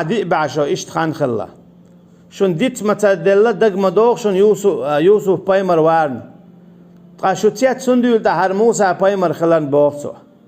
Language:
Chechen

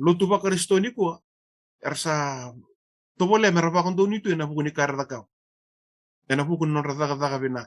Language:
Fijian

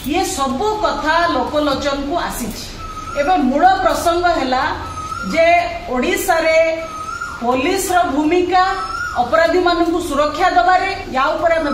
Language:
Odia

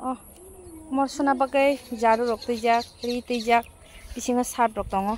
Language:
Kok Borok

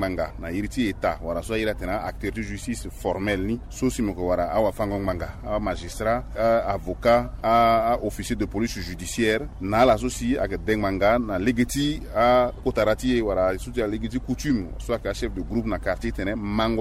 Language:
Sango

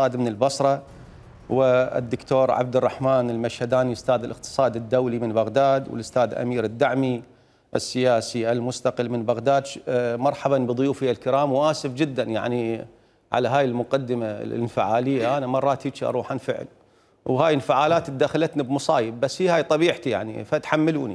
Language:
Mesopotamian Arabic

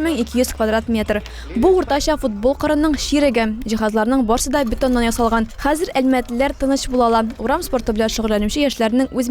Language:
Tatar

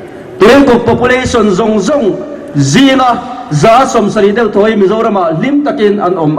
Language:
Mizo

